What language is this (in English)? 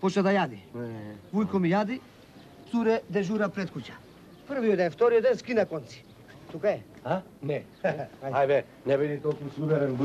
Macedonian